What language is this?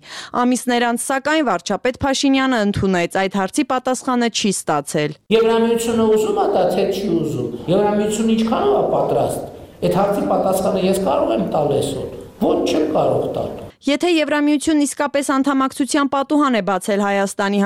Armenian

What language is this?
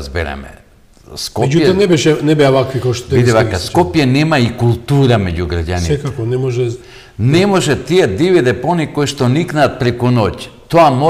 Macedonian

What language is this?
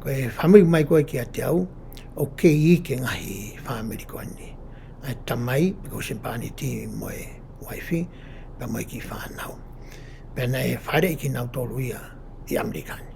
Tongan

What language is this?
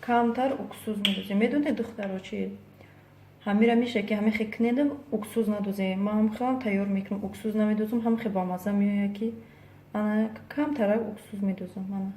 Tajik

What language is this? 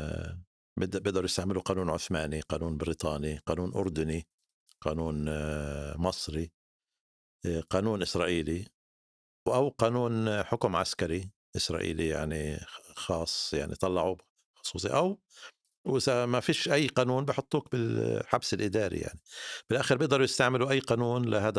North Levantine Arabic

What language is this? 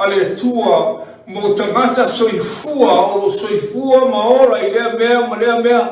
Samoan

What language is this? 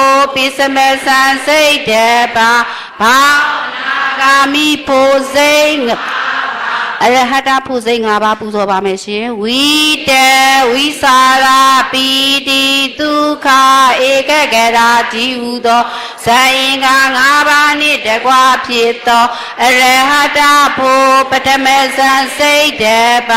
Burmese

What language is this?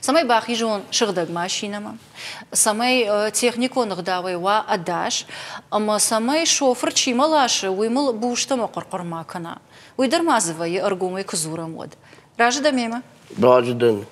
Ossetic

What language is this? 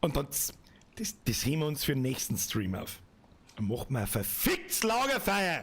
Bavarian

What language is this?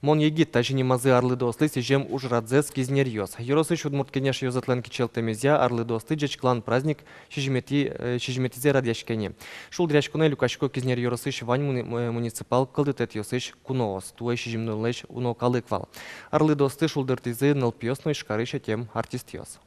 Udmurt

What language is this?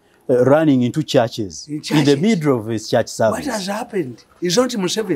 English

